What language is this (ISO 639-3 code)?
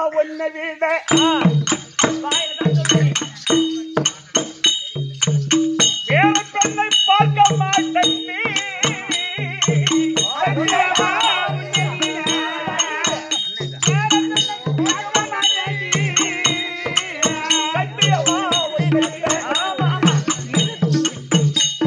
tam